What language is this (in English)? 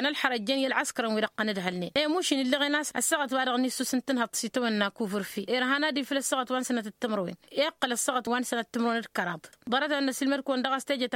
Tamasheq